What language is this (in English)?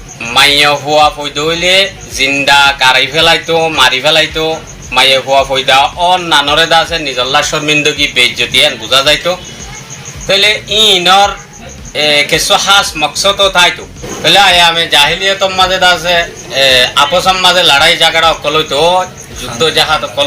Rohingya